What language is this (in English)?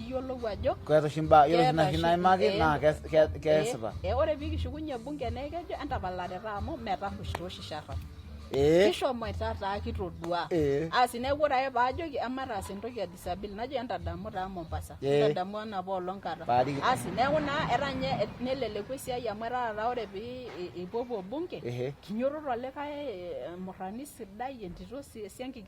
Masai